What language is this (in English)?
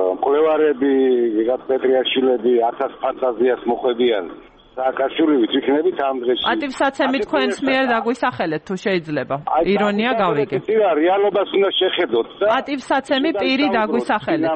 Georgian